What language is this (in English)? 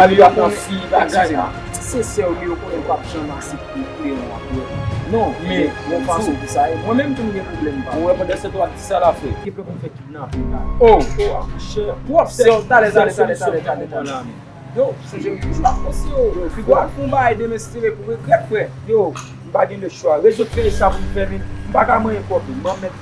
Haitian Creole